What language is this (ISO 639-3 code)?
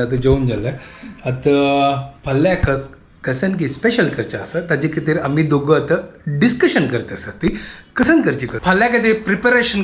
kok